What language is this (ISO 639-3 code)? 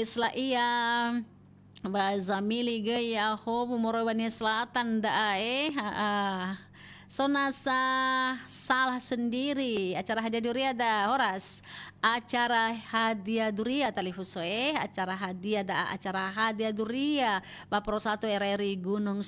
nia